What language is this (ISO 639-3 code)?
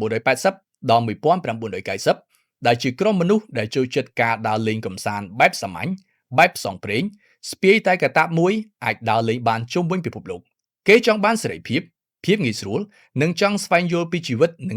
khm